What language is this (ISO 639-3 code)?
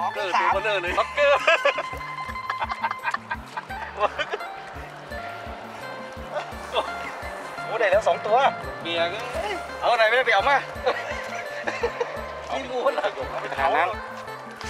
tha